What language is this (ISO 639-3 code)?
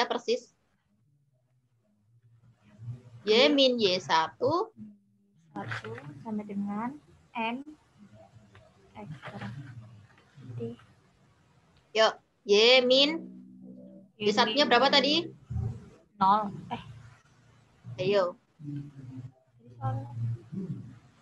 ind